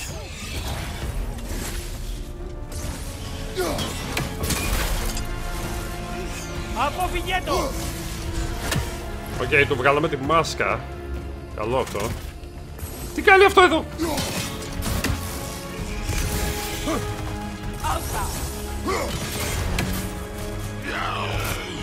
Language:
Greek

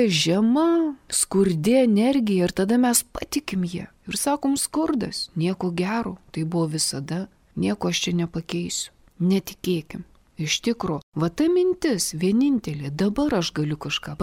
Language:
Lithuanian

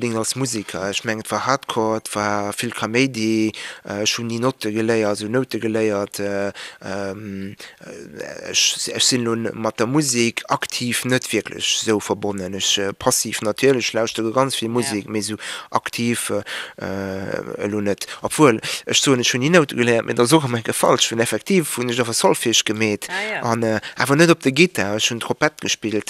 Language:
Luxembourgish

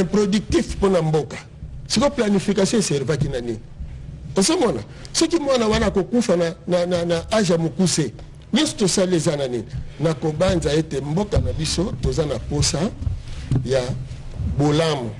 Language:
Lingala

